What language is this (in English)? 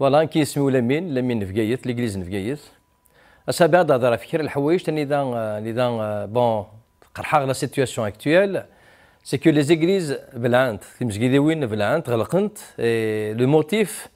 Kabyle